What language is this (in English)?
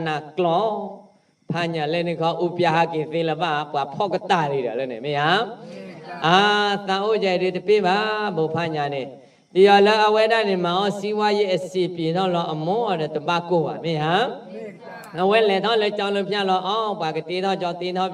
S'gaw Karen